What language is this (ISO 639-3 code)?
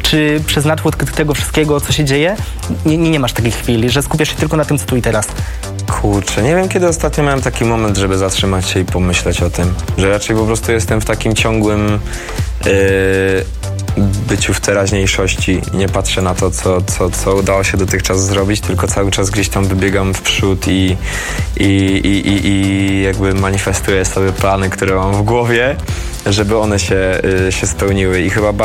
pol